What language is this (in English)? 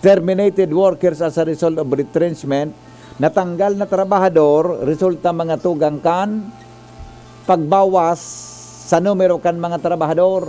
Bikol